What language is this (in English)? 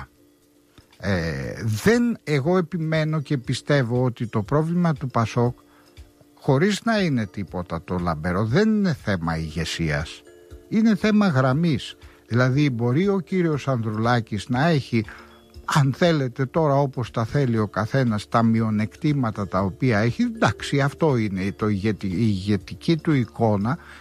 Greek